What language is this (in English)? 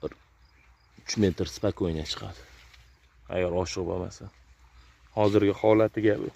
Uzbek